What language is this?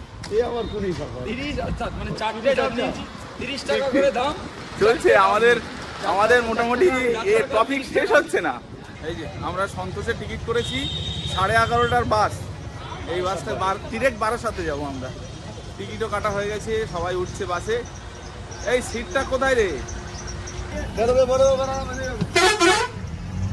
Bangla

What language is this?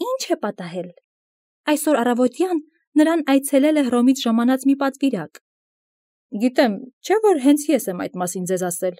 Armenian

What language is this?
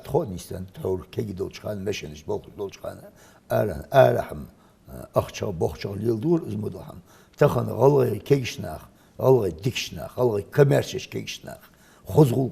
Ingush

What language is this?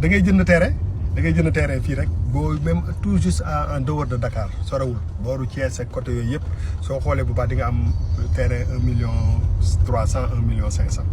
Wolof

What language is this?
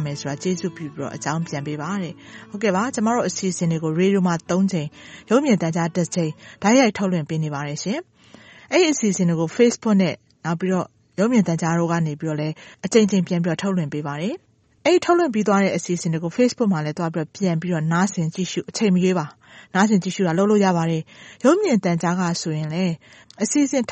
Burmese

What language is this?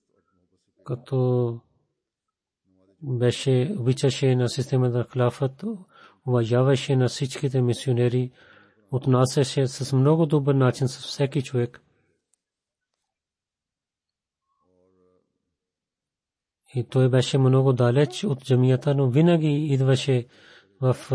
Bulgarian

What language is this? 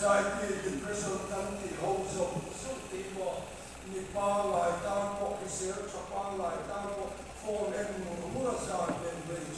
Mizo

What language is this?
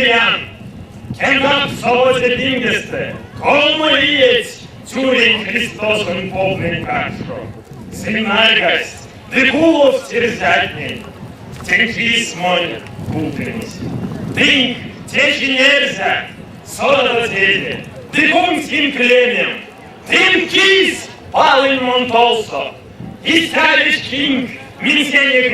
Erzya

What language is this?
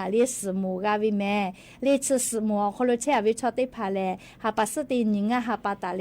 Lahu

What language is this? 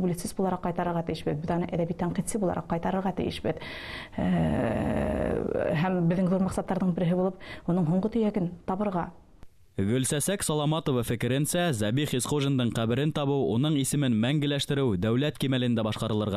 Bashkir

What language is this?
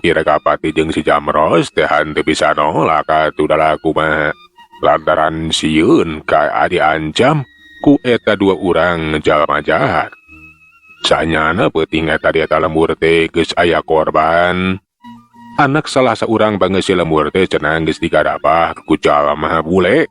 Sundanese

